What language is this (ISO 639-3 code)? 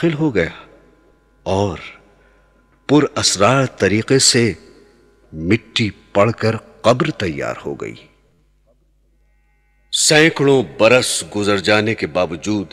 urd